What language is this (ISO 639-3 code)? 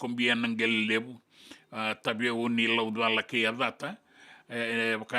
fij